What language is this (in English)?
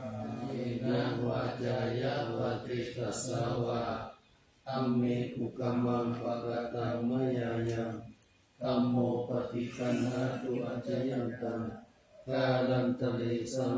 Pali